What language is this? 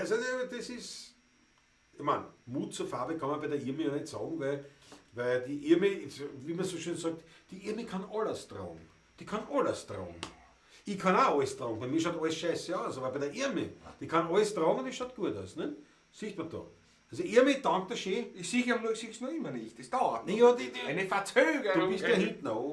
Bavarian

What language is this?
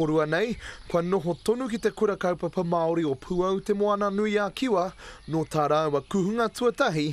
Māori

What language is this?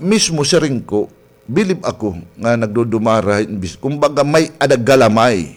Waray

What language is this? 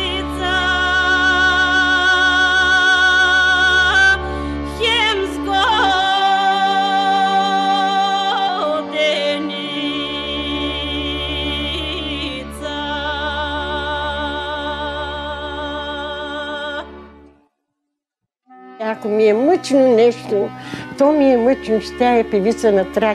Bulgarian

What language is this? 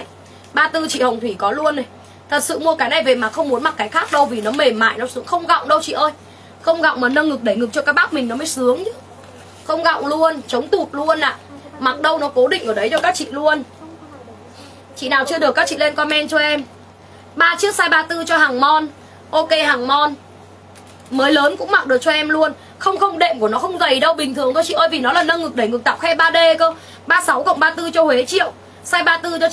Vietnamese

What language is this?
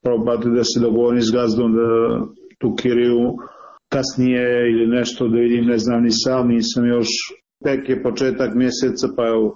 Bosnian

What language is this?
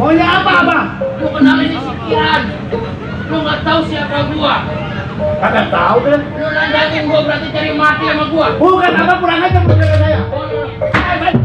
Betawi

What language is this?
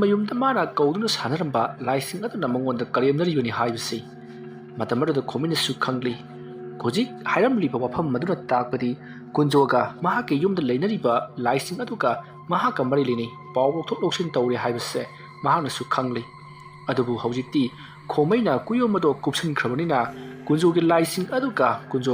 Manipuri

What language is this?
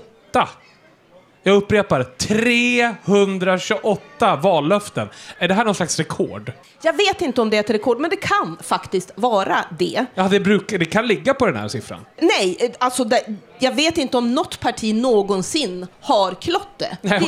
Swedish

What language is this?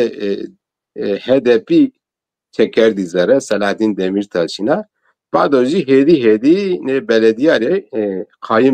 Zaza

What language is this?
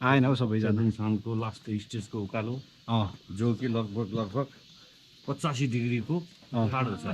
Nepali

